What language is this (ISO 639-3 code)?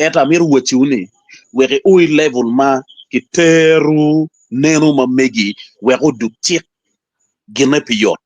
ach